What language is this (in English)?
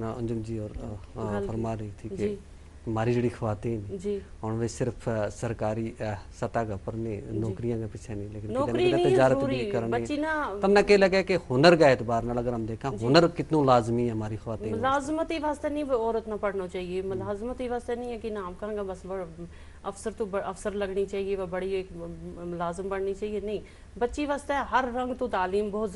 Gujari